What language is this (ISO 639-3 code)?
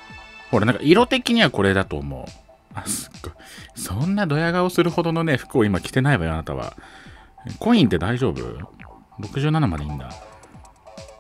jpn